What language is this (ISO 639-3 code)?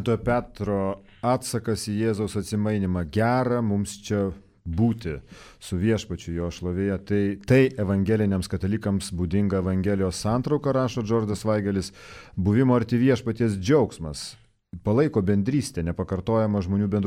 lit